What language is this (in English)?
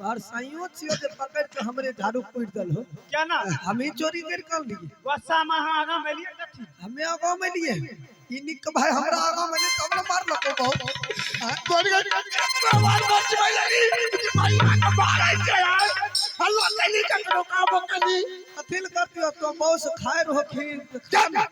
Maithili